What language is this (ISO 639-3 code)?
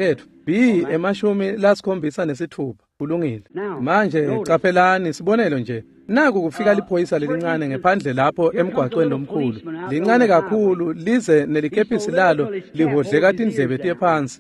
ssw